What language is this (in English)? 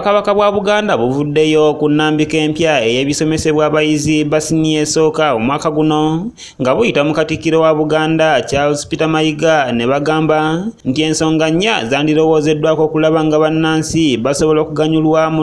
Ganda